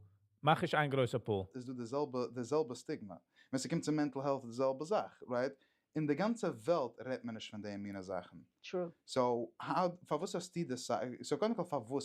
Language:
Yiddish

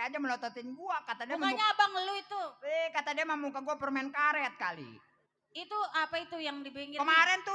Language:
Betawi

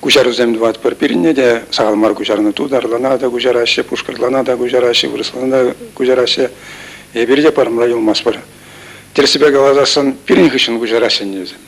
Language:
Chuvash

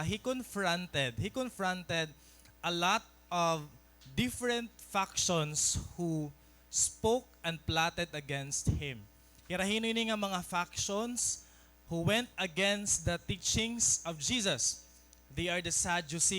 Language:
Waray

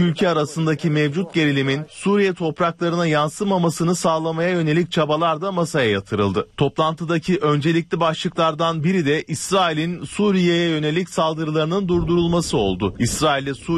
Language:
Turkish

